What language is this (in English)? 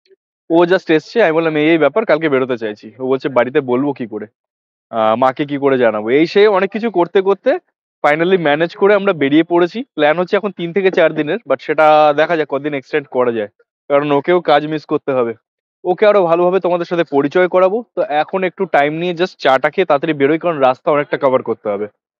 Bangla